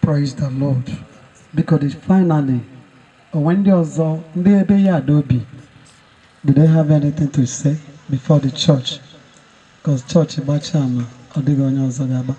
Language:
Igbo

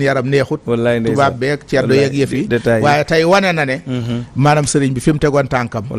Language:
Wolof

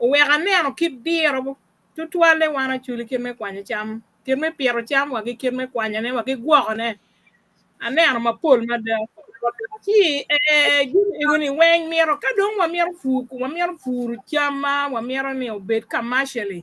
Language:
Acoli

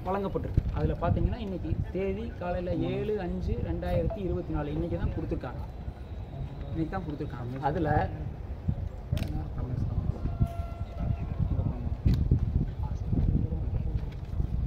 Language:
Tamil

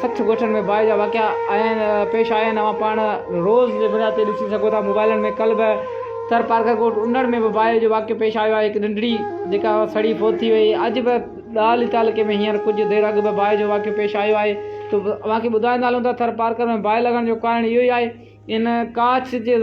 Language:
Sindhi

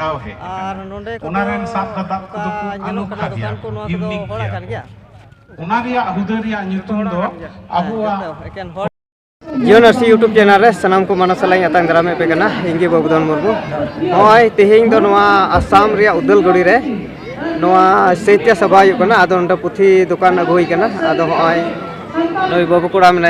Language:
Santali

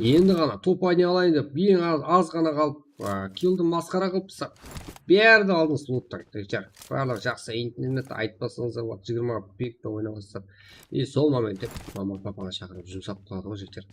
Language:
Kara-Kalpak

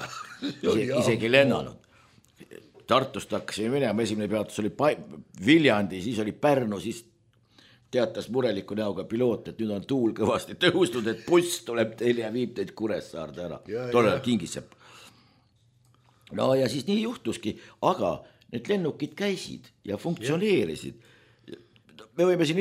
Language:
Estonian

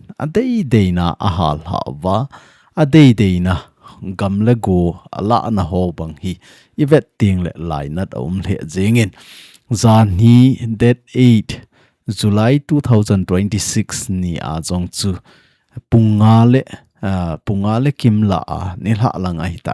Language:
Thado Chin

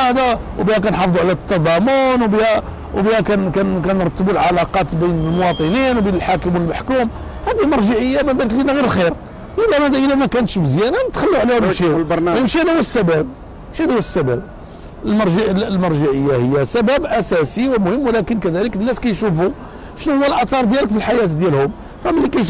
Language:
Moroccan Arabic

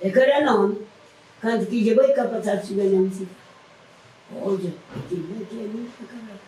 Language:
Kabuverdianu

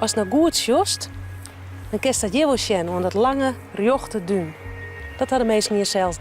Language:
Western Frisian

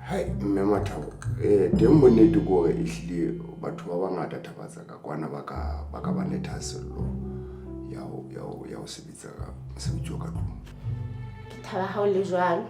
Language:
Southern Sotho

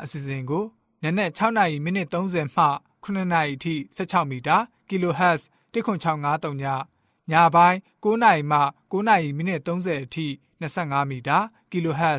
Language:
Burmese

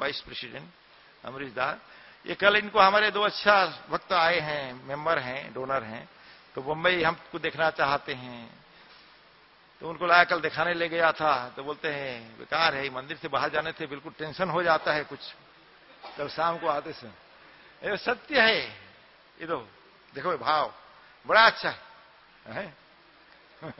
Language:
Hindi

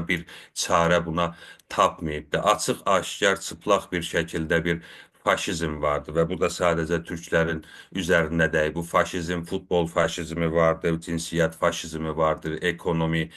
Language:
South Azerbaijani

